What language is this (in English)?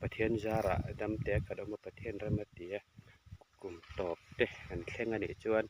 Mizo